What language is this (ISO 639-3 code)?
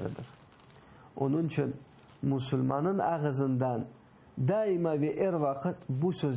crh